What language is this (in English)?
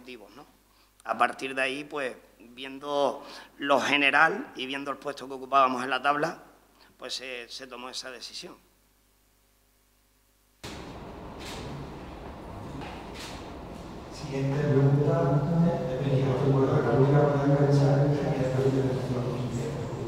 Spanish